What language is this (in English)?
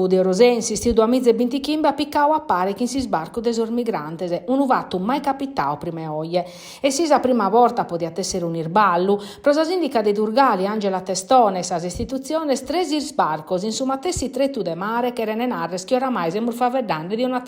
Sardinian